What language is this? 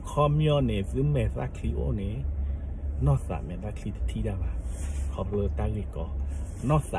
S'gaw Karen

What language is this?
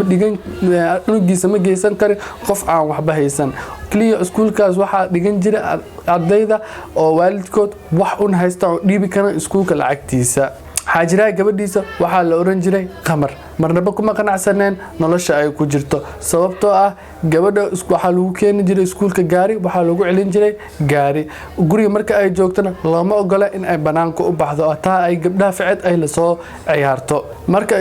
Somali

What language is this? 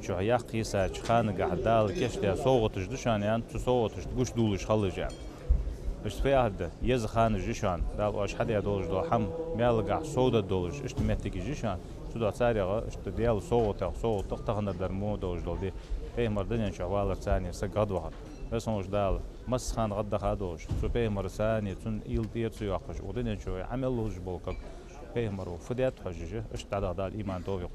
Ingush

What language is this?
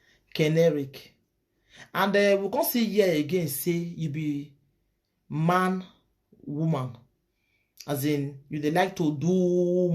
Nigerian Pidgin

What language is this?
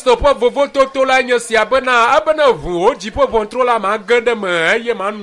Ewe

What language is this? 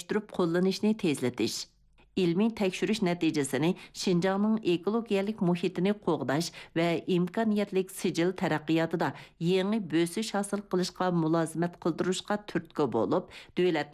Uyghur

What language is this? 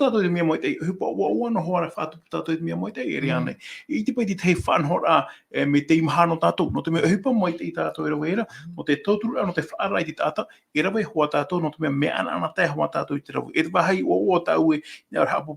Tahitian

